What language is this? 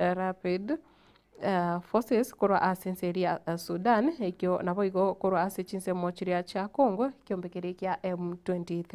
Gusii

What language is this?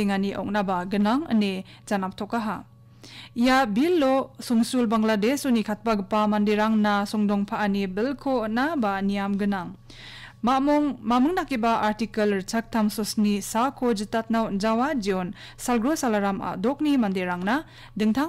Garo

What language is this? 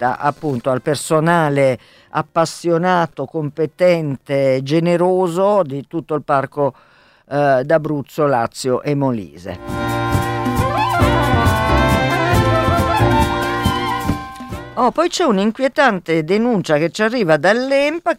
Italian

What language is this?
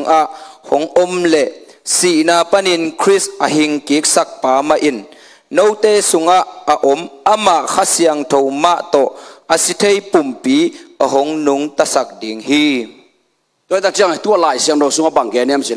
Tedim Chin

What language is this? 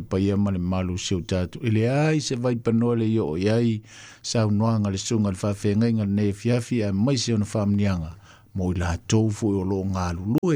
Samoan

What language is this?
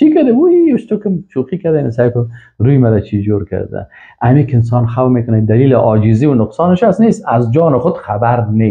Persian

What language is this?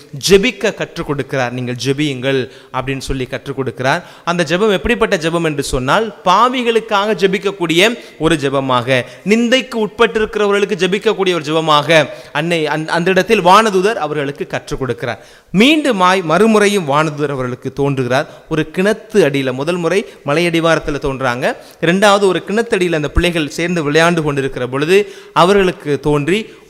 Tamil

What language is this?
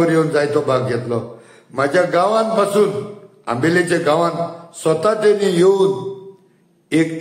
Konkani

